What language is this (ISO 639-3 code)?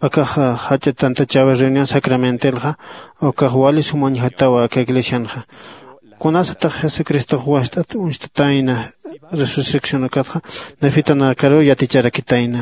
aym